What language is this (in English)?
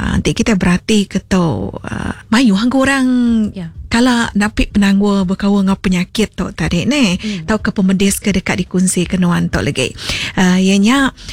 Iban